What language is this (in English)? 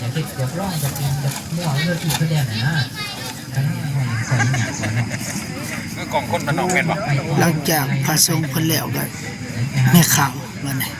Lao